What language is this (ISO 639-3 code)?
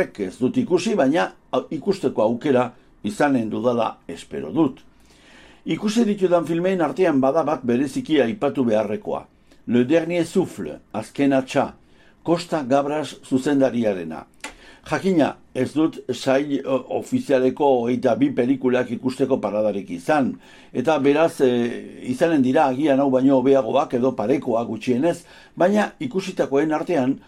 eus